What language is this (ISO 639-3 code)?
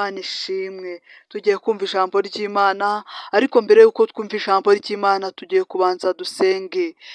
kin